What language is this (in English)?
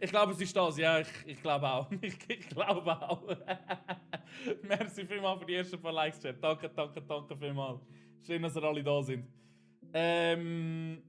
Swiss German